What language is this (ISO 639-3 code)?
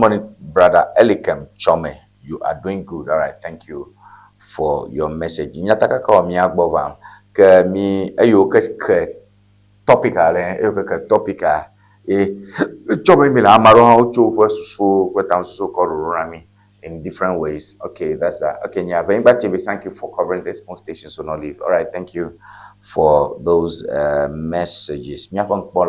ewe